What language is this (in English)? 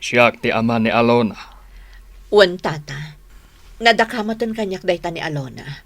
Iloko